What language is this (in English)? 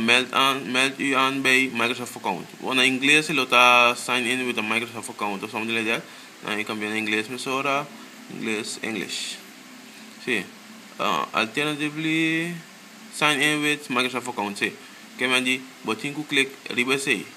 Papiamento